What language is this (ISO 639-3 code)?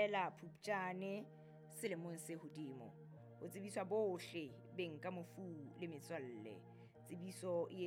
sot